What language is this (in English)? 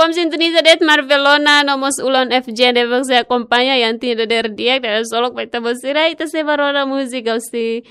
Tetum